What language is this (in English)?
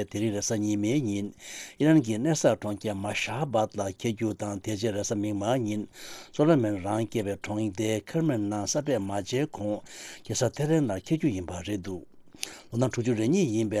Tibetan